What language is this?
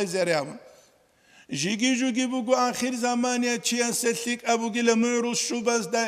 Avaric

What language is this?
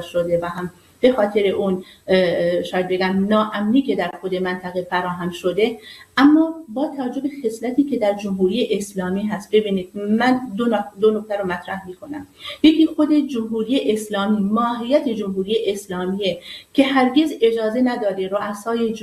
Persian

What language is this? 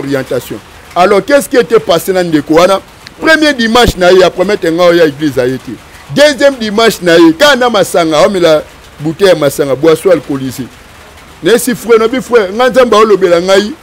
Lingala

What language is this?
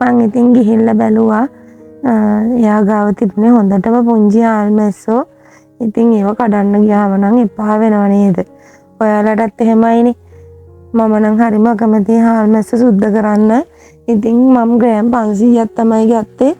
Sinhala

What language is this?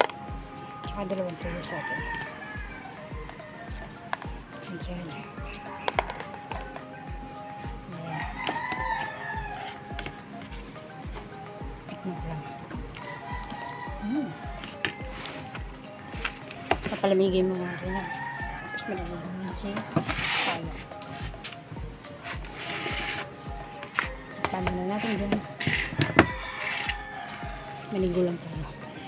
Filipino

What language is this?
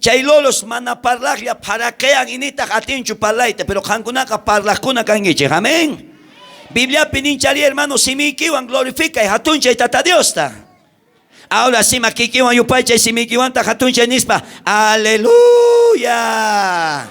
South Bolivian Quechua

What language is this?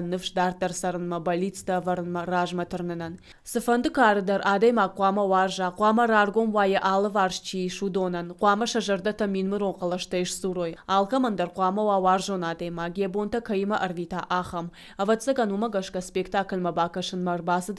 Ossetic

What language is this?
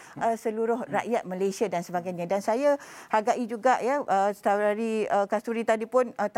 Malay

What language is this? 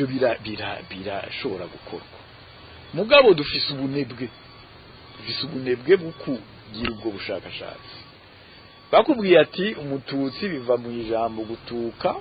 Rundi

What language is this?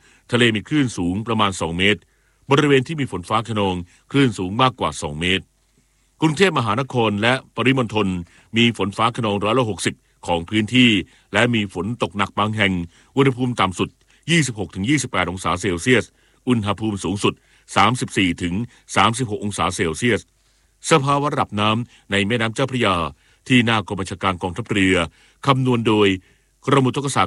Thai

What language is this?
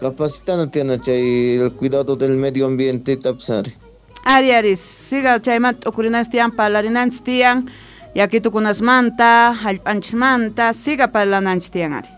Quechua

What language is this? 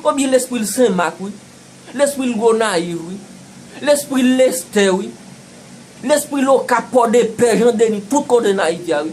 Haitian Creole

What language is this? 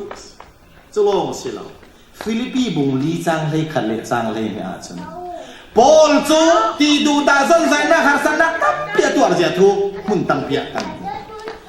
Falam Chin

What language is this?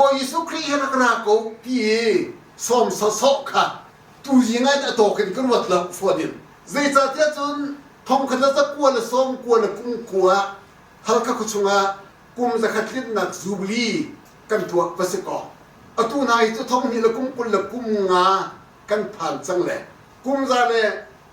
Hakha Chin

